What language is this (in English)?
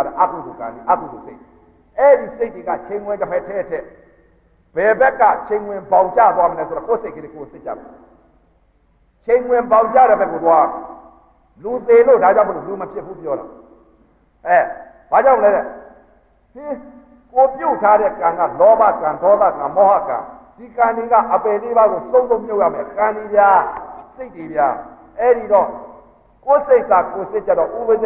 Burmese